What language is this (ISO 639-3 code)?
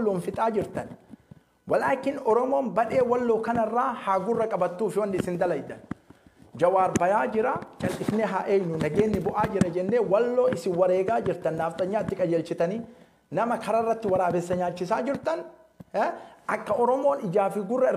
orm